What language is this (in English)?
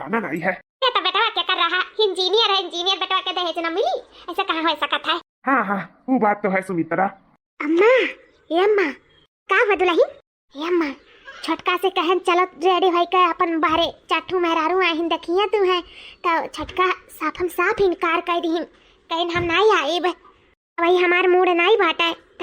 Awadhi